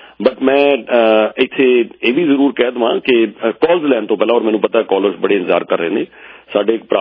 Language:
Punjabi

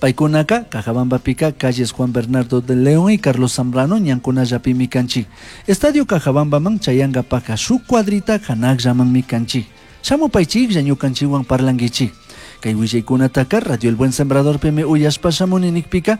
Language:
Chimborazo Highland Quichua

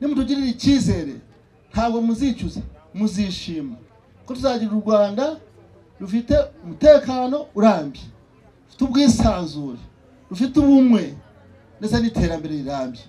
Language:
Kinyarwanda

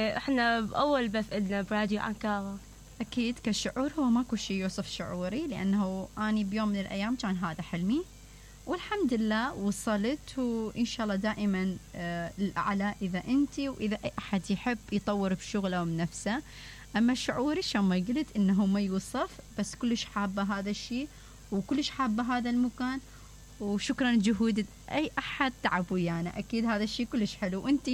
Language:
Mesopotamian Arabic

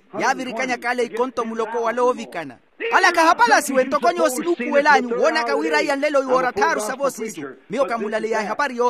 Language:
Makhuwa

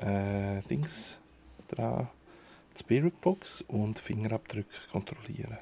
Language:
Swiss German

